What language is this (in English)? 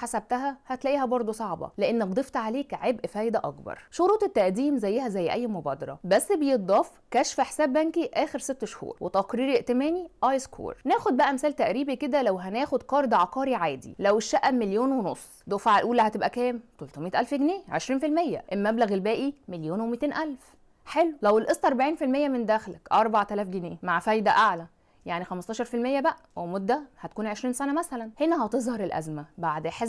Egyptian Arabic